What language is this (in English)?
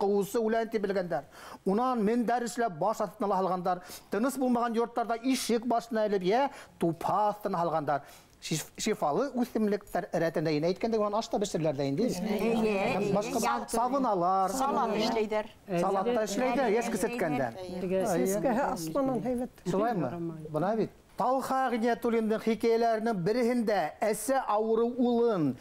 Bashkir